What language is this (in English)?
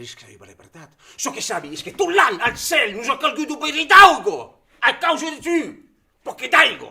Occitan